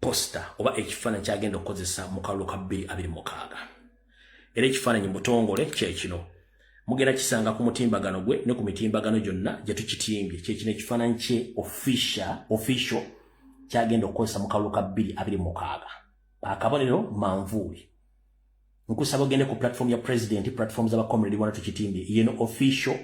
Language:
Ganda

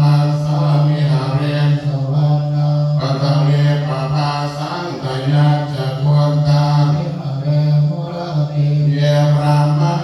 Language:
Pali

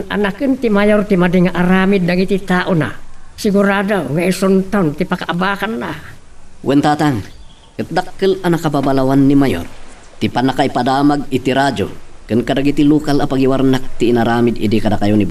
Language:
Iloko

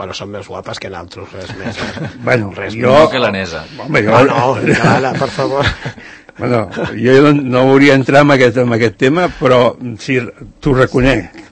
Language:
Catalan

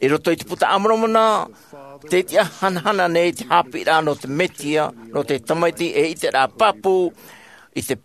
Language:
Tahitian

